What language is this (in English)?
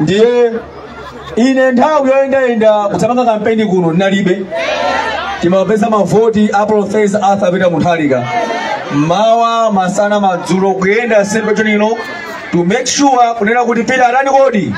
Nyanja